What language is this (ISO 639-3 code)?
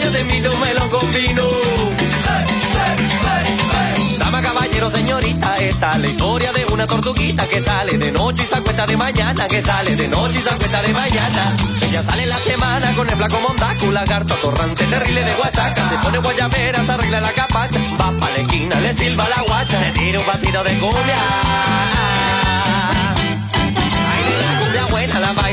spa